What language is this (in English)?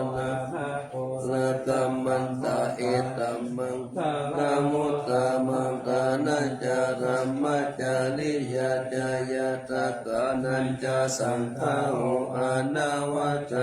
Pali